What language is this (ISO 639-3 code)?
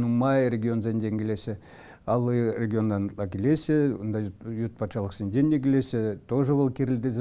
chv